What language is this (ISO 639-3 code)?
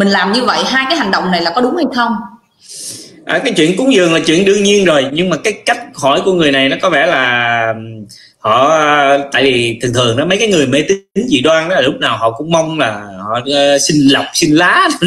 vie